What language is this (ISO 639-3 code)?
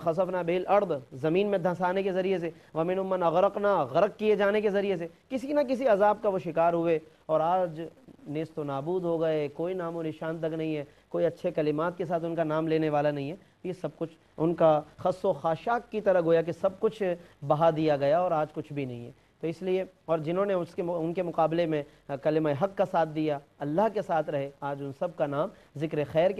urd